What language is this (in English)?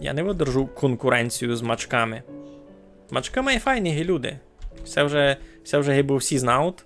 Rusyn